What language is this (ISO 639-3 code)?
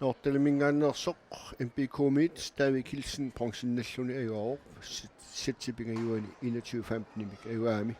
kal